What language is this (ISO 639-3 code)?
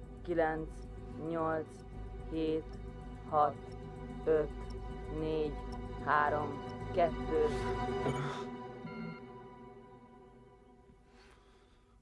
hun